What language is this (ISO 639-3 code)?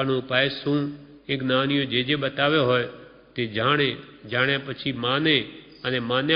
guj